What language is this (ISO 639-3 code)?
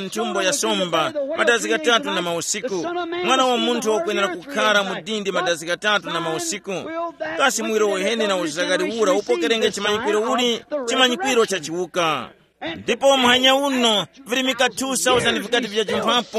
tum